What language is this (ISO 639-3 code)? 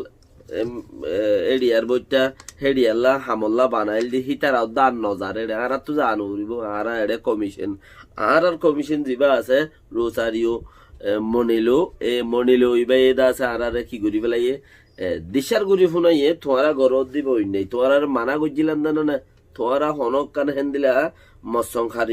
rhg